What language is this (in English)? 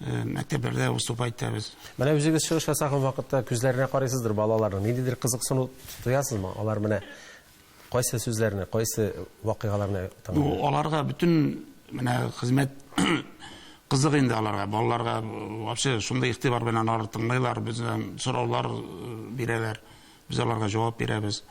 Tatar